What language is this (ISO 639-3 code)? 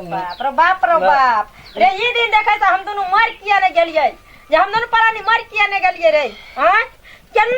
mai